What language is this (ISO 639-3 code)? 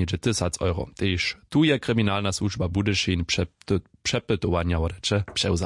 hsb